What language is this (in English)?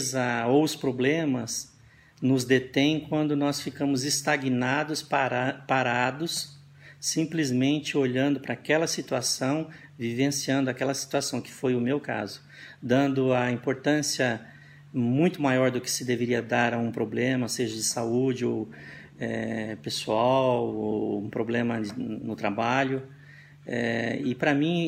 Portuguese